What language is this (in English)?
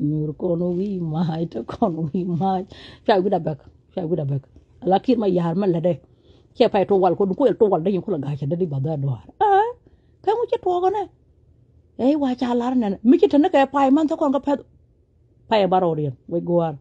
Nuer